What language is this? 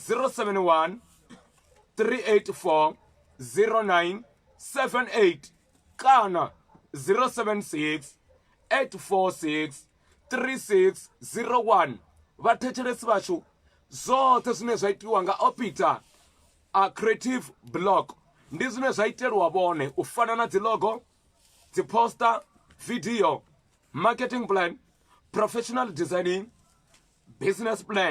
Venda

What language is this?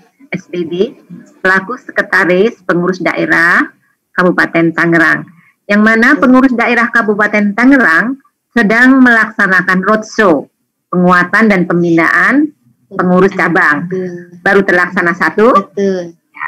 Indonesian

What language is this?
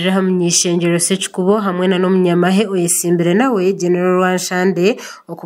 Nyankole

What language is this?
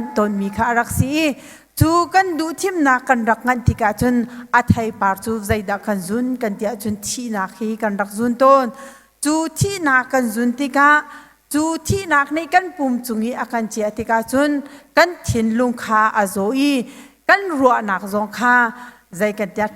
Hakha Chin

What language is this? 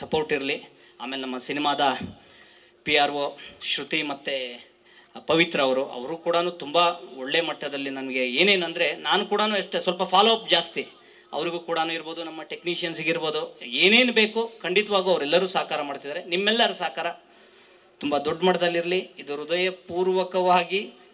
Kannada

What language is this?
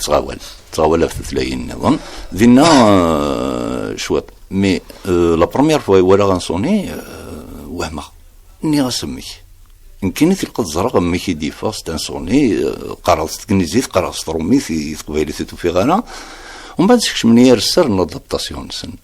Kabyle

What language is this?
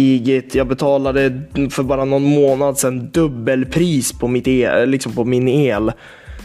Swedish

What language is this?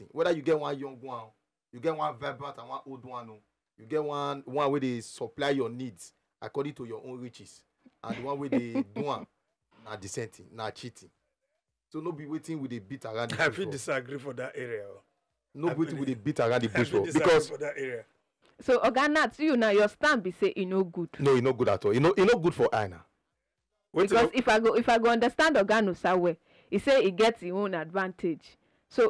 Nigerian Pidgin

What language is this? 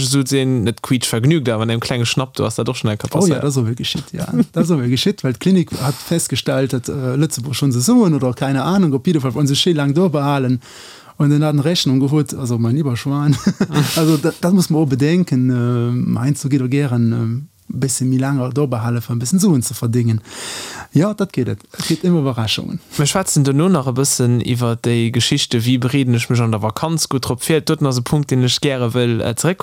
Luxembourgish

